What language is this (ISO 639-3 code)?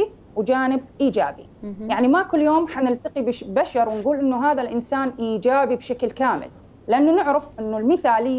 acm